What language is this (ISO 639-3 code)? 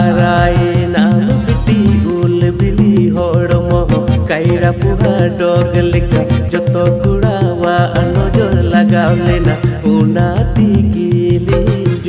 sat